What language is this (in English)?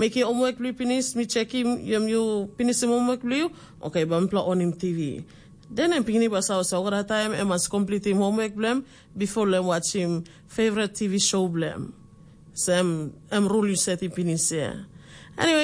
Tok Pisin